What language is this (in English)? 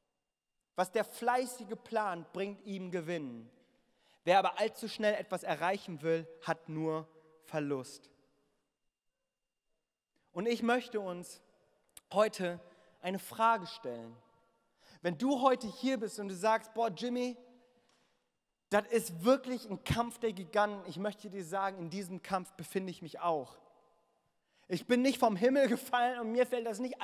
German